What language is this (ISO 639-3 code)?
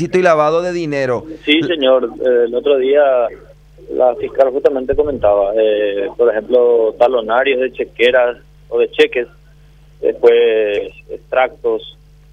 spa